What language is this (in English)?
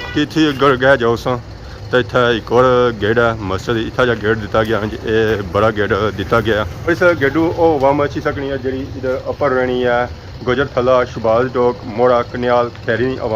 Pahari-Potwari